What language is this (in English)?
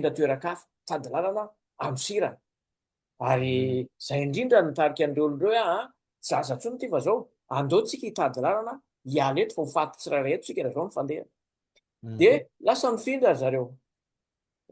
Malagasy